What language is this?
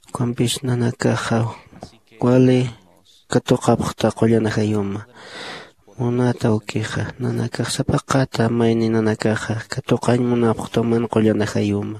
Aymara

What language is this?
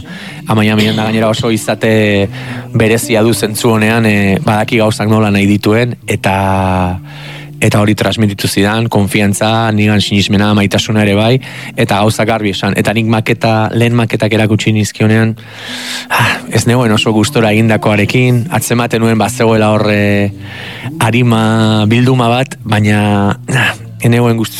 Basque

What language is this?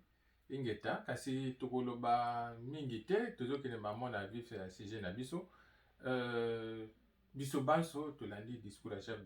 Lingala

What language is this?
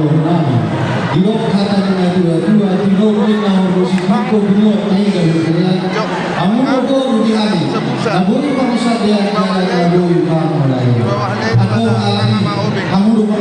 Batak Toba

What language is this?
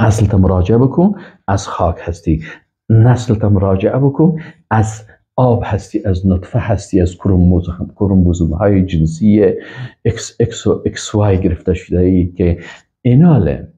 Persian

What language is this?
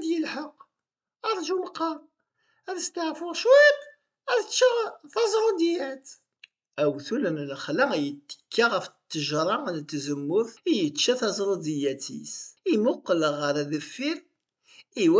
Kabyle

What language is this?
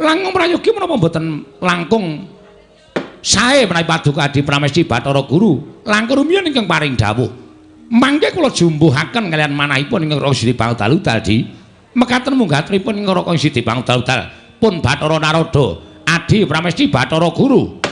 Javanese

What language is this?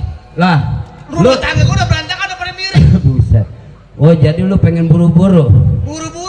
Betawi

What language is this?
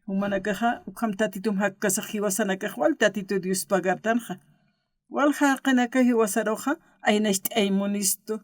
Aymara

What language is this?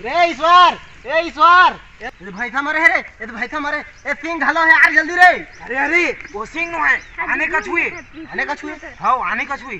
Chhattisgarhi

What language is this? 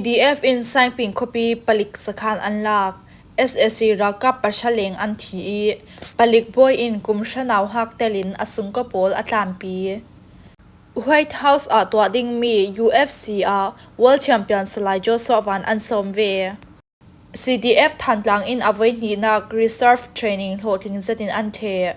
Falam Chin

